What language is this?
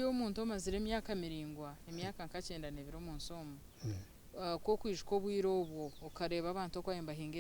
Nyankole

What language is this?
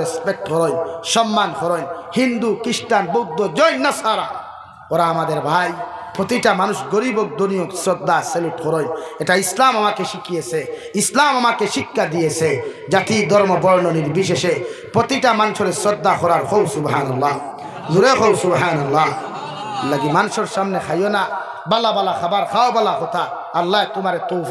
Sylheti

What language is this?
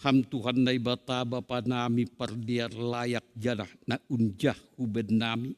Batak Simalungun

